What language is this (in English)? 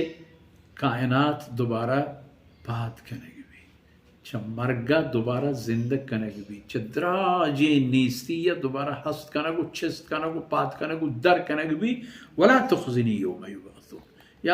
Baluchi